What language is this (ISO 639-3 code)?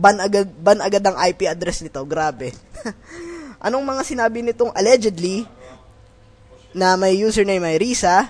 fil